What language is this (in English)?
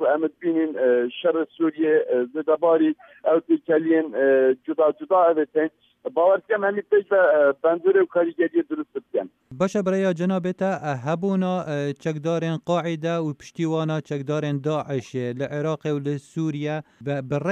Kurdish